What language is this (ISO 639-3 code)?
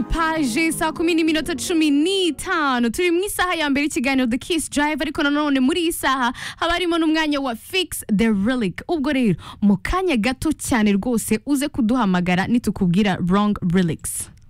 kin